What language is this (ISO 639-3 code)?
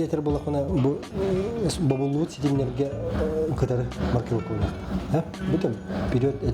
sah